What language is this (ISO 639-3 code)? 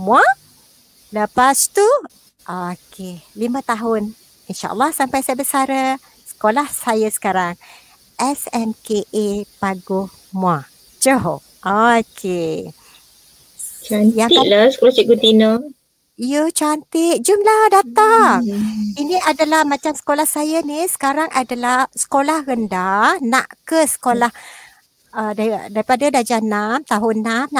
msa